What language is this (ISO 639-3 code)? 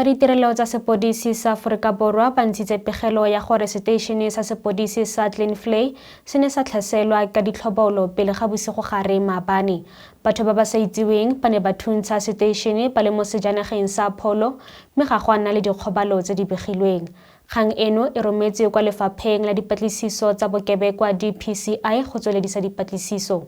tsn